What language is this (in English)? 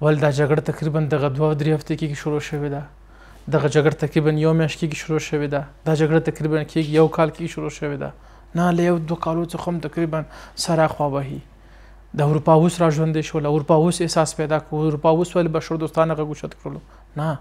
Pashto